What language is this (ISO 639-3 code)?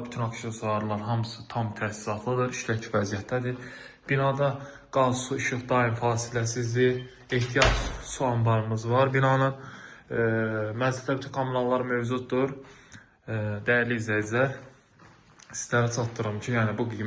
aze